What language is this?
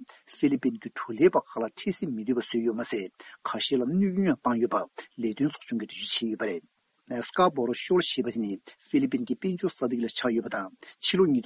Tibetan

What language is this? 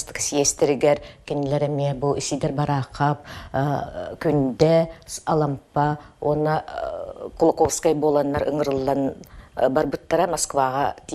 Yakut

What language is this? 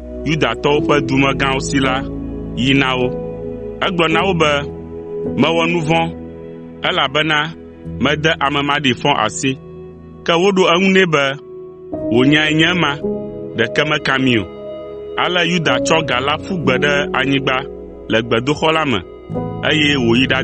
Ewe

